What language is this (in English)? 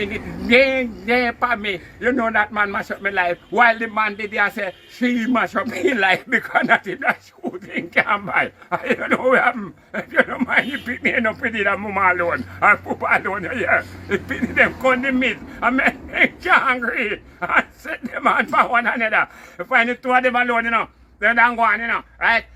Jamaican Creole English